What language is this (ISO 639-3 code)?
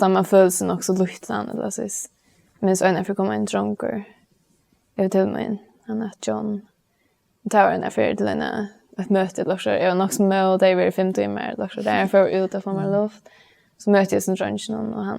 fao